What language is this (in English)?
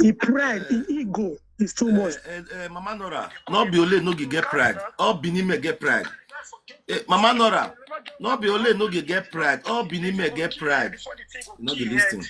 Nigerian Pidgin